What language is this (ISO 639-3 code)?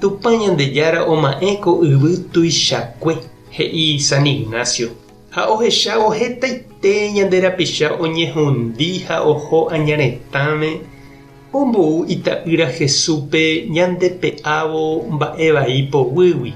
grn